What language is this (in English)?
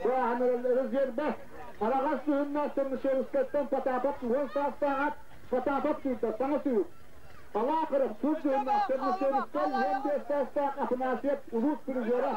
Yakut